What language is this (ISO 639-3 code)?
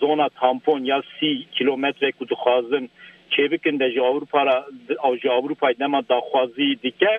kur